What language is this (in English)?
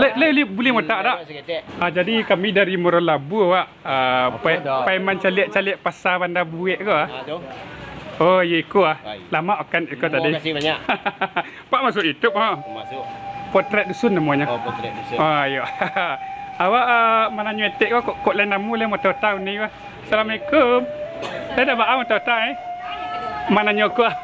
Minangkabau